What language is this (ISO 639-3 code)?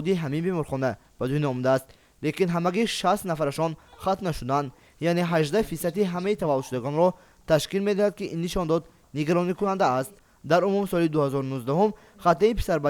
tgk